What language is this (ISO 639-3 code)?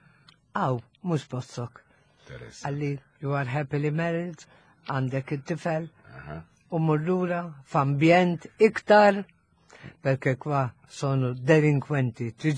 mlt